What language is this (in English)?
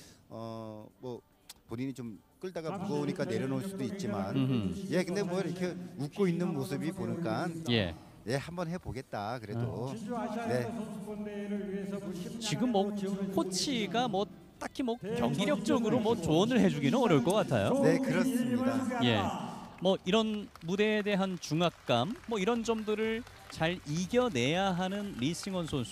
Korean